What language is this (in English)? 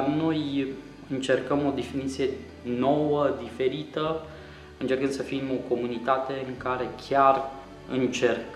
Romanian